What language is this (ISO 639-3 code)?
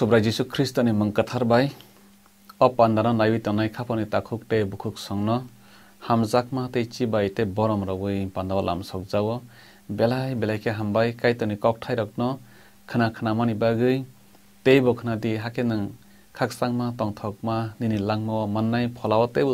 trp